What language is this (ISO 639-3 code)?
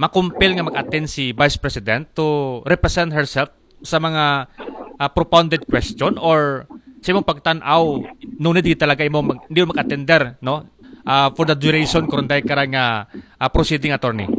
akl